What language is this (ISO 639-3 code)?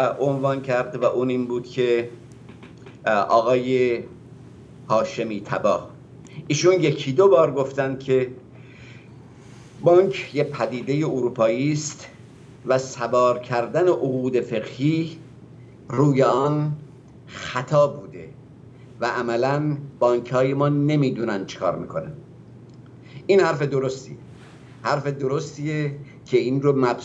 fas